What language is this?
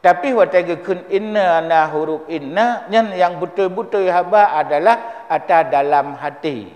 Achinese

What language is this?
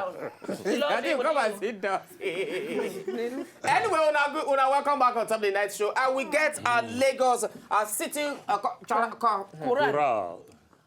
Nigerian Pidgin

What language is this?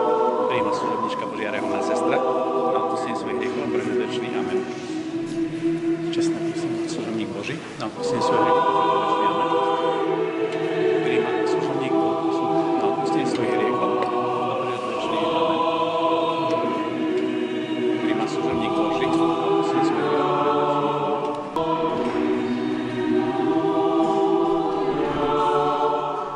Slovak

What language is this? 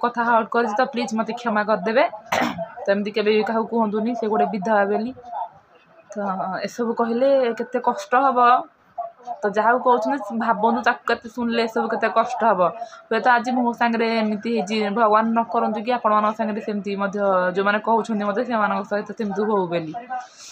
Odia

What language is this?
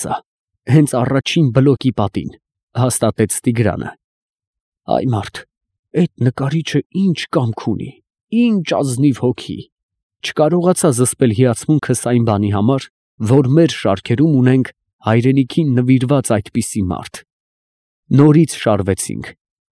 Armenian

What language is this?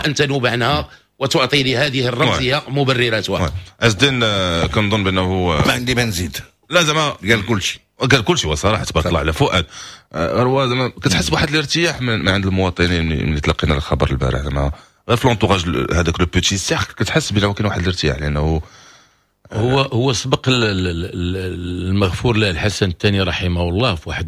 Moroccan Arabic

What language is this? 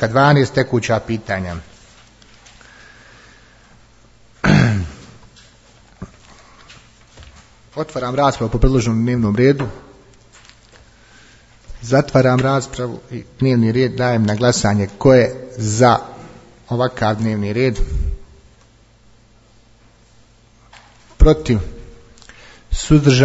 Bosnian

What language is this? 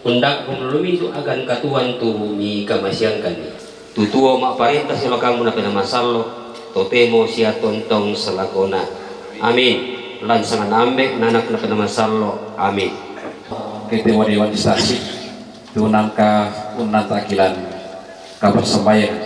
Toraja-Sa'dan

